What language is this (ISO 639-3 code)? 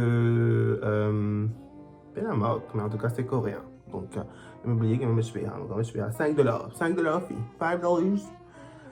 mfe